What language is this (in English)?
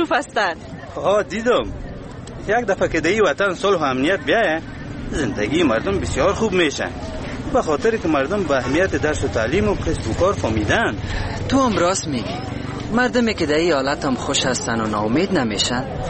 Persian